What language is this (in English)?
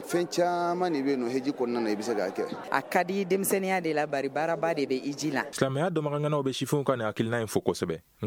Bambara